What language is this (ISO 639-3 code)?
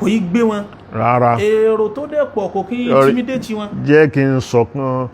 yor